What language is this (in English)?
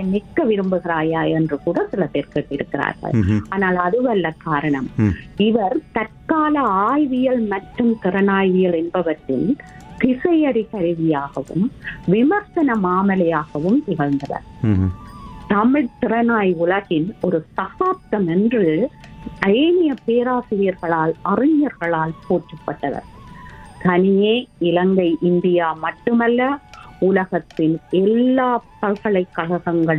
Tamil